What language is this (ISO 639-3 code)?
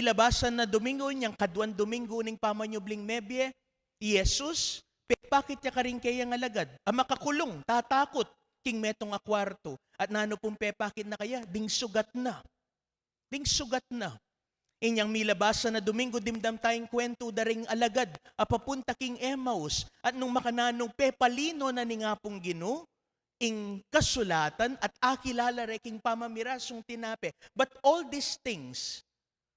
pam